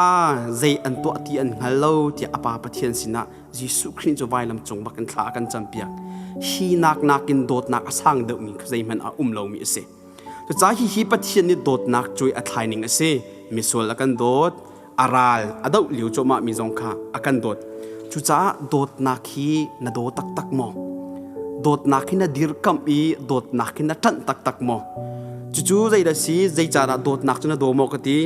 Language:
Hakha Chin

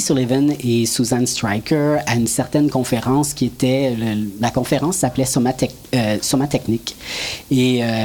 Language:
French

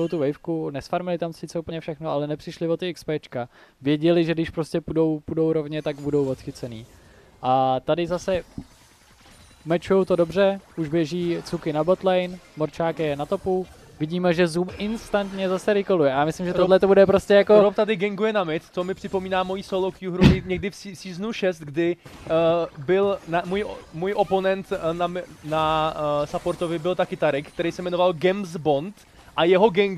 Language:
Czech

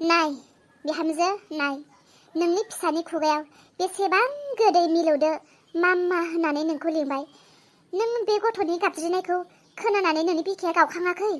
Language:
Bodo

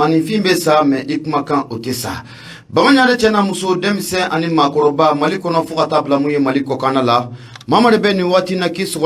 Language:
Bambara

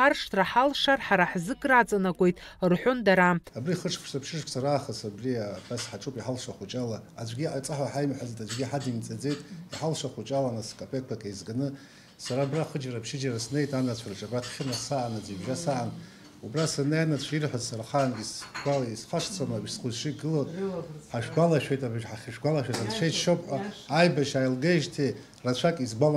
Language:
Abkhazian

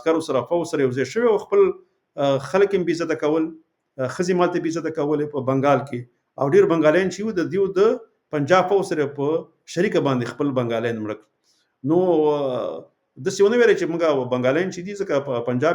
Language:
Pashto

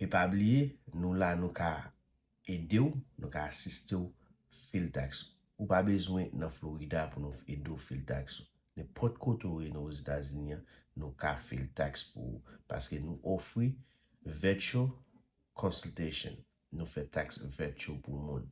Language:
Haitian Creole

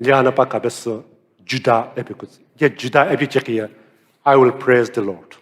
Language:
Sumi Naga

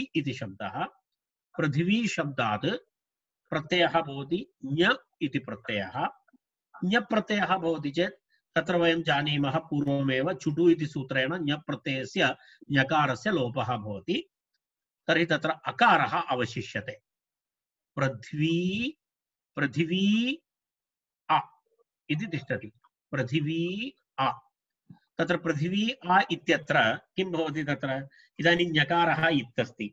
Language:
Sanskrit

